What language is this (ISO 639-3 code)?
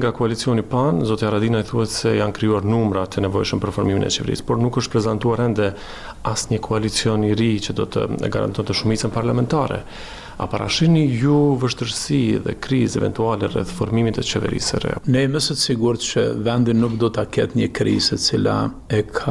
sqi